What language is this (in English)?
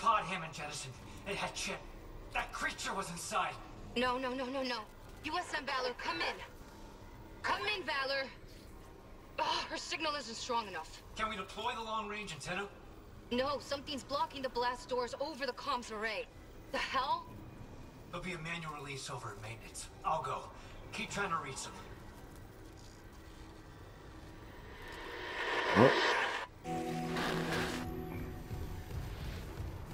English